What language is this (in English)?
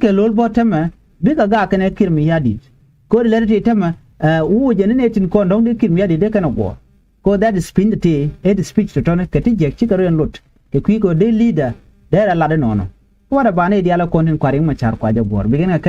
Nuer